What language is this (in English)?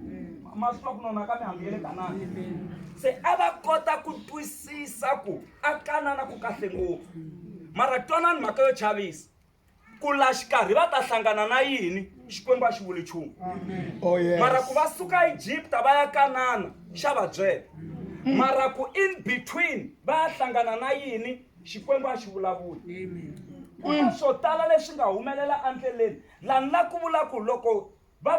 Tsonga